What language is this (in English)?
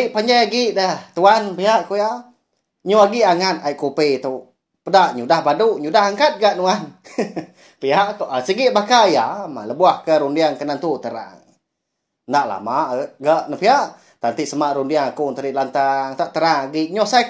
Iban